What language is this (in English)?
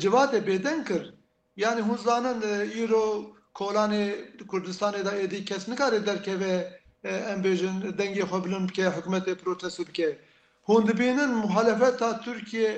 Kurdish